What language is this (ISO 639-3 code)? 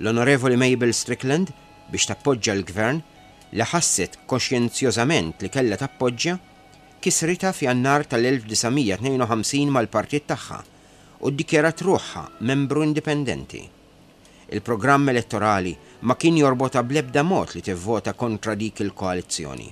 mlt